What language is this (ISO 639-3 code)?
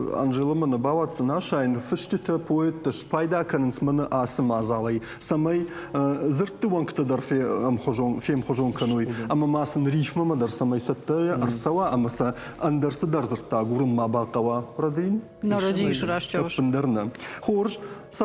oss